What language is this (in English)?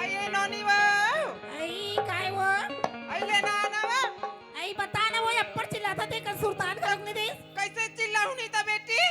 Chhattisgarhi